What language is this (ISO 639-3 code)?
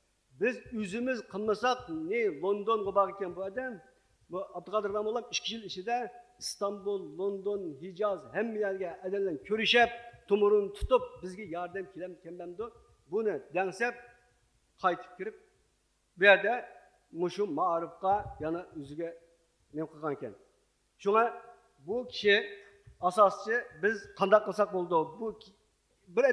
uig